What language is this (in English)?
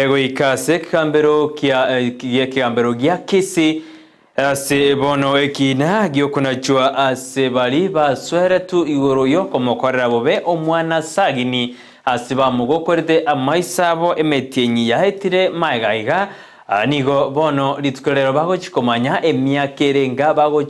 Gusii